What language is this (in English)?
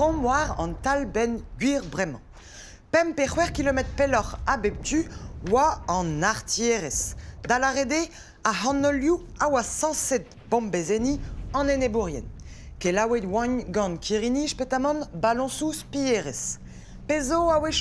Breton